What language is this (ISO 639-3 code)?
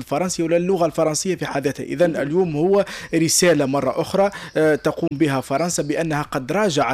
aeb